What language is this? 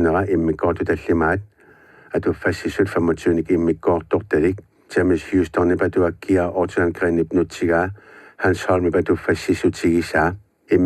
Kalaallisut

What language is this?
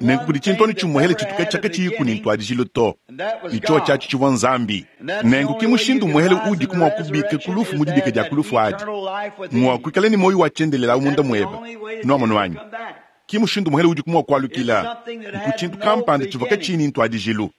Luba-Lulua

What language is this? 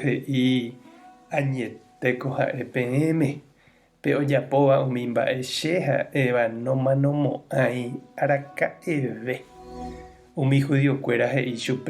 Guarani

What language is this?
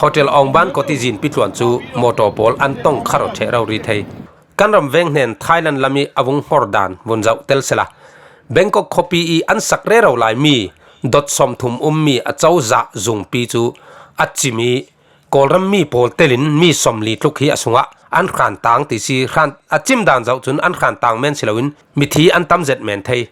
Falam Chin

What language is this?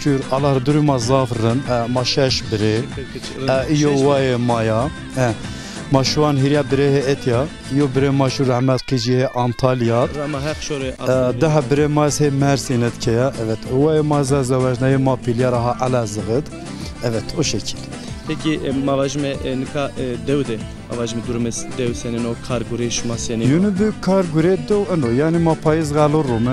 Zaza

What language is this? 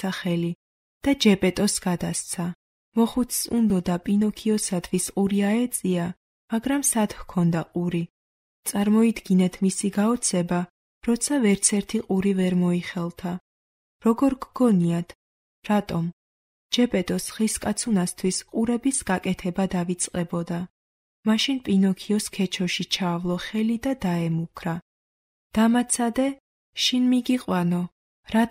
Georgian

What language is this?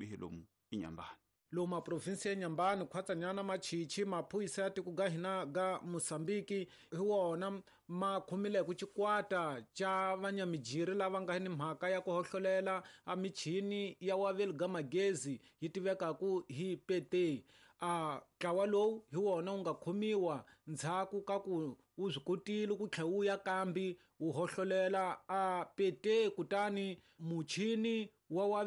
Tsonga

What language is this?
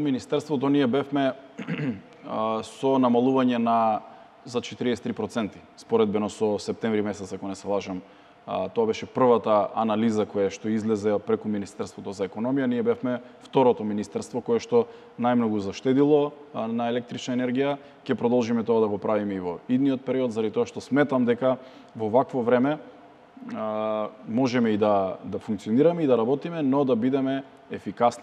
Macedonian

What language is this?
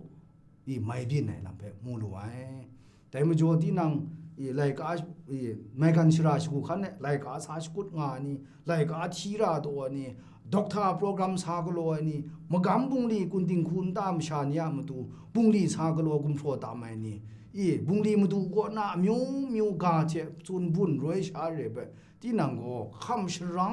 Kachin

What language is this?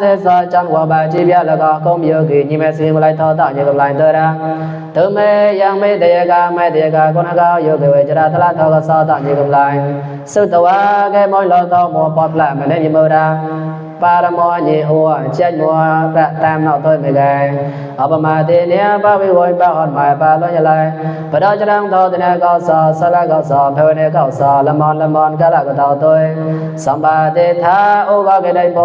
Mon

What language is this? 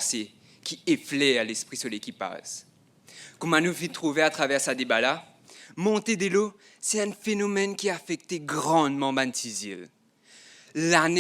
Morisyen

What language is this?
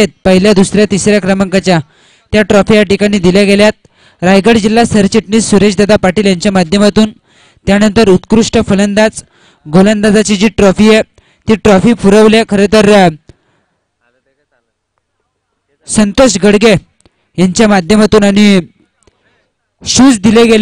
Marathi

